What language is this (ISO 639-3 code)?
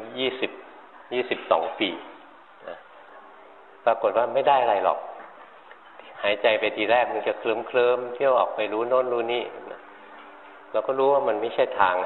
tha